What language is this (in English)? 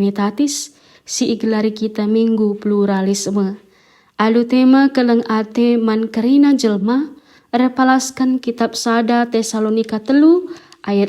Batak Karo